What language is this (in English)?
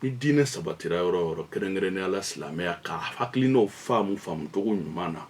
Bambara